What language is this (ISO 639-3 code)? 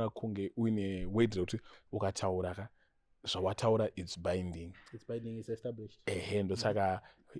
sna